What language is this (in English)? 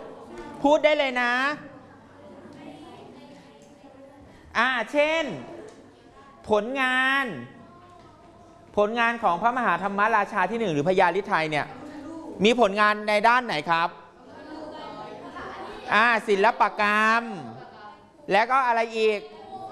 Thai